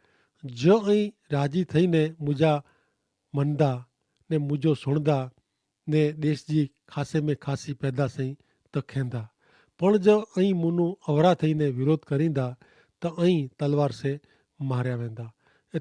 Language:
Kachhi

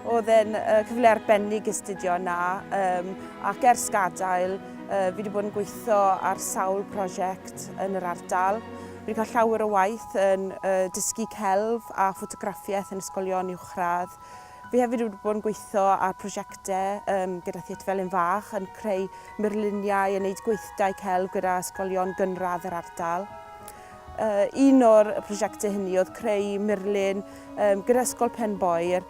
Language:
Welsh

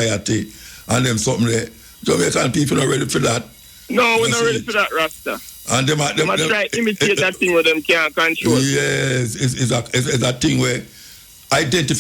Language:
Jamaican Creole English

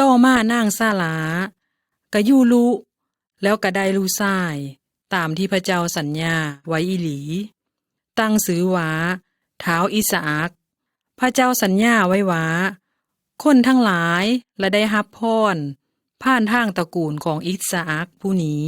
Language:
Lao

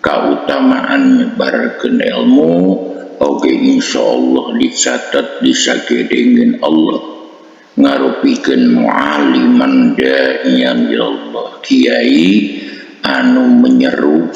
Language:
Sundanese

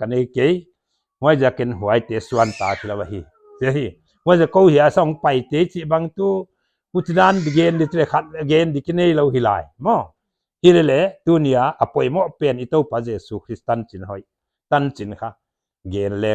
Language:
Paite Chin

